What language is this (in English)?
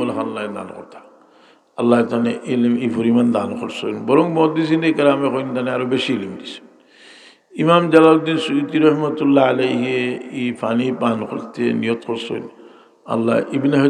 Sylheti